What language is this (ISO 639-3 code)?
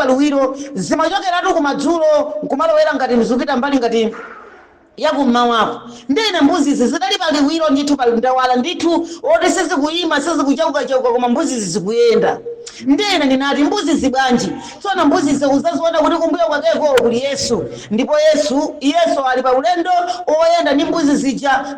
nya